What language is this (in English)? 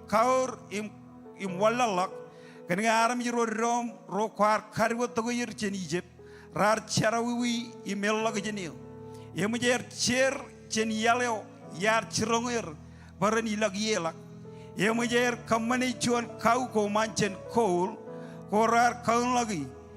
Marshallese